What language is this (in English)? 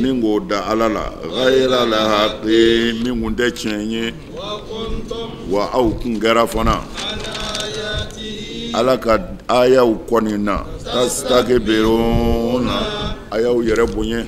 Bambara